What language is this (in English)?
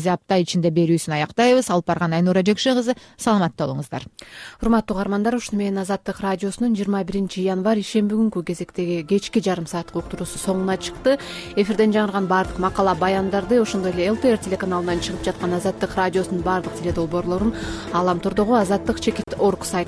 Kyrgyz